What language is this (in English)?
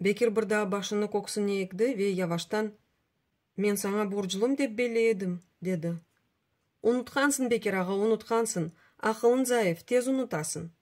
Crimean Tatar